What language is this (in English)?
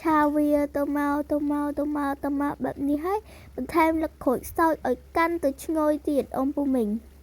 Khmer